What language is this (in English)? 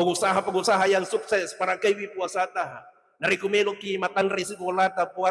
Buginese